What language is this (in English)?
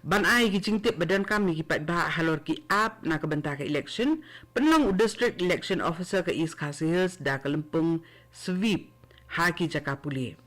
Khasi